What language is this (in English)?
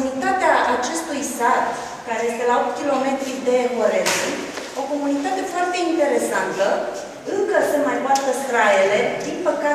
Romanian